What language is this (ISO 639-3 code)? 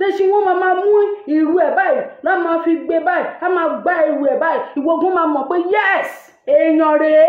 yor